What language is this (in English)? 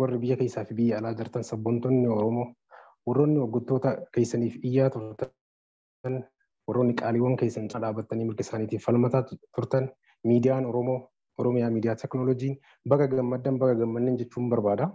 Oromo